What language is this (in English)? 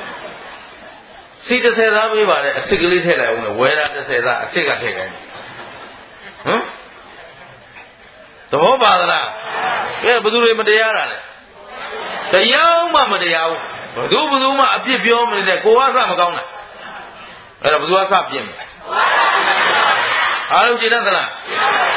Burmese